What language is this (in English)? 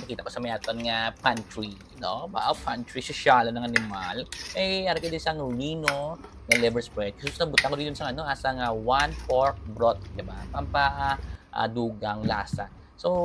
Hiligaynon